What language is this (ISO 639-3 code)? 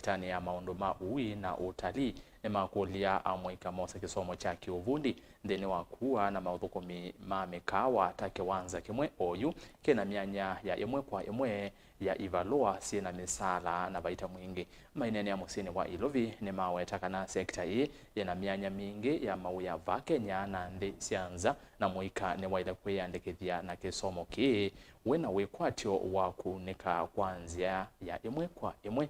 kam